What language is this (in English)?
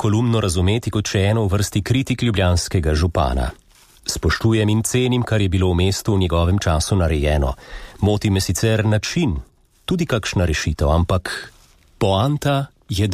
Slovenian